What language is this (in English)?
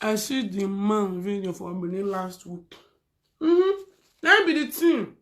Nigerian Pidgin